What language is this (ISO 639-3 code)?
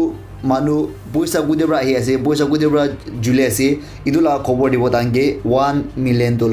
nag